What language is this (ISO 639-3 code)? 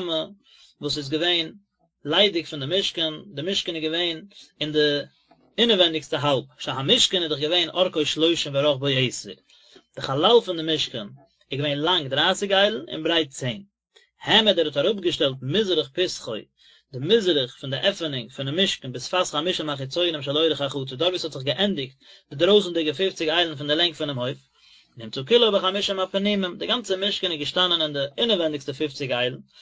yid